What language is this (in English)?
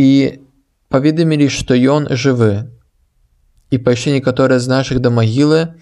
Belarusian